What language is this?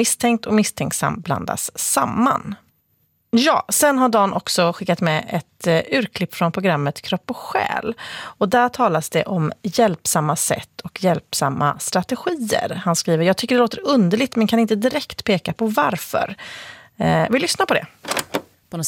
Swedish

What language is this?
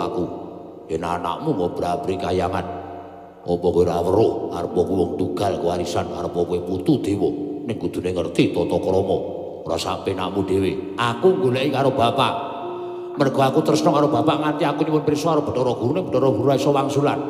Javanese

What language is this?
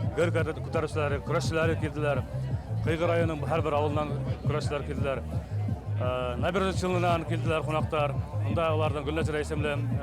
Bashkir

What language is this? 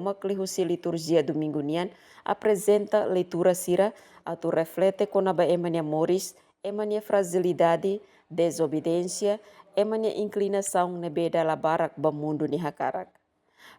Tetum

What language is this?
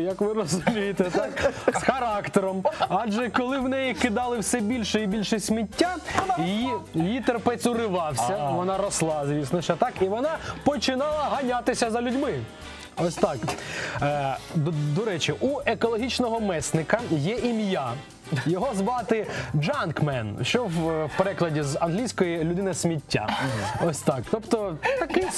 Ukrainian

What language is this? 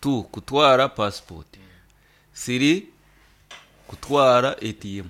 Nyankole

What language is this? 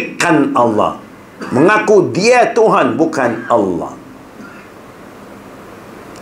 Malay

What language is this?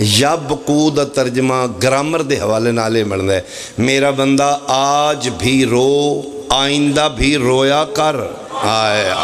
Pahari-Potwari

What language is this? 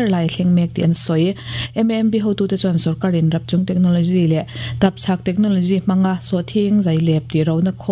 Mizo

